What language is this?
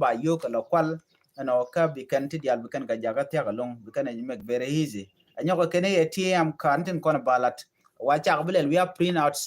Nuer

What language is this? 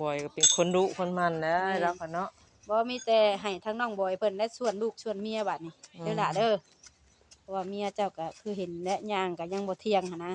Northeastern Thai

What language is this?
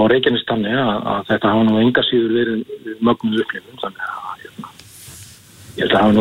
Icelandic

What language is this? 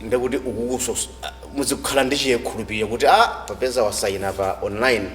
Nyanja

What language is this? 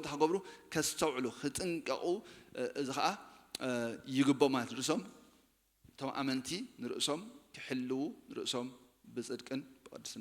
Tigrinya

